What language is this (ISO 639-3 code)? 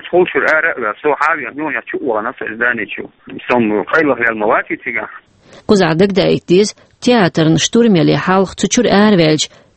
che